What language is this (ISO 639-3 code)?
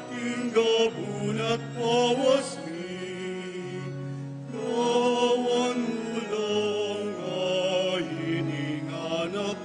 pam